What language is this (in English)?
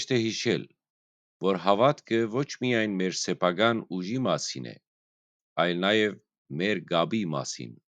Western Armenian